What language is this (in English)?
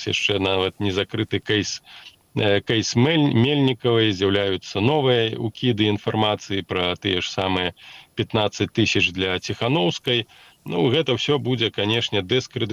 Belarusian